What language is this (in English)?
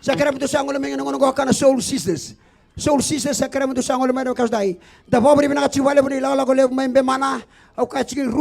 Fijian